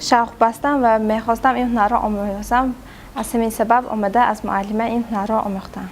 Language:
Tajik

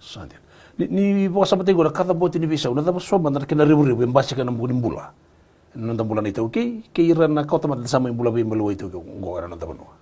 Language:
Fijian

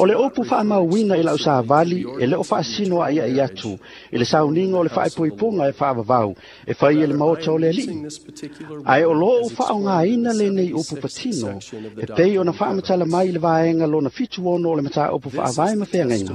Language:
Samoan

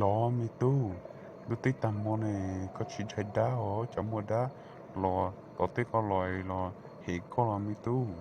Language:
Hmong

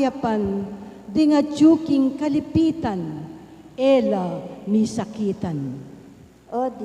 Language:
Pampanga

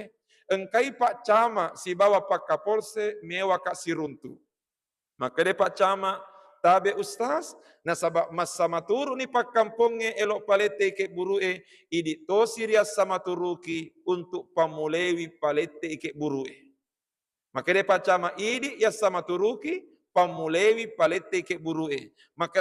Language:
Buginese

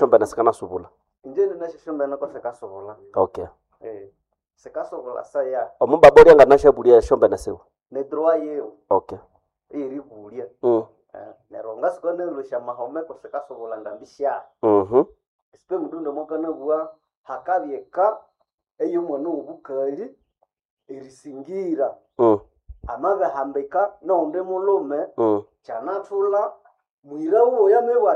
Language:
Nande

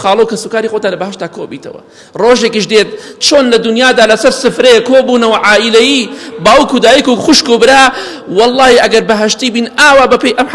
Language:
Central Kurdish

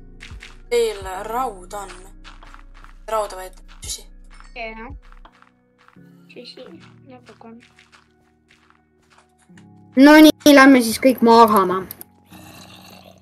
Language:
Estonian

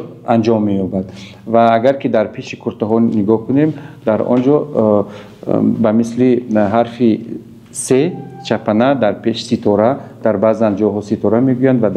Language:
Tajik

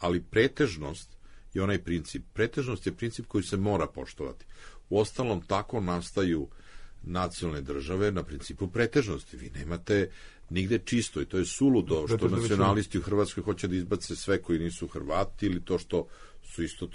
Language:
Serbian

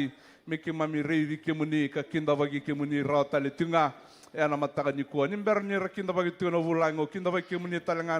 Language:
Fijian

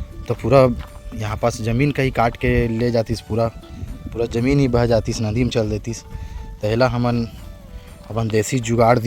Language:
Chhattisgarhi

